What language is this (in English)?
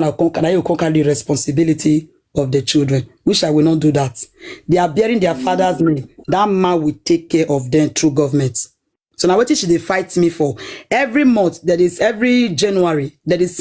Nigerian Pidgin